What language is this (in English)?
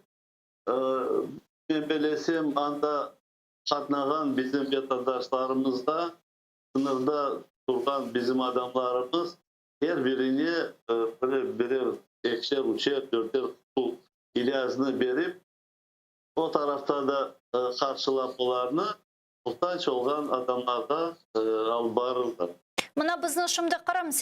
Crimean Tatar